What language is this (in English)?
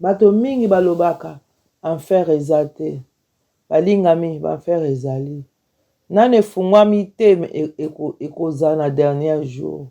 Lingala